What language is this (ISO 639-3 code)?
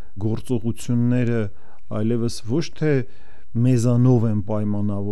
hye